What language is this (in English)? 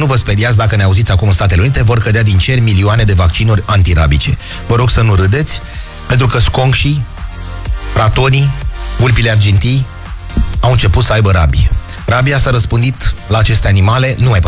Romanian